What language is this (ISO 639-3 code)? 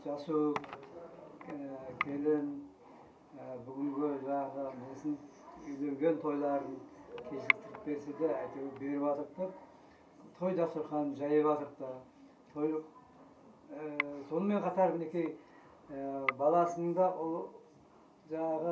kaa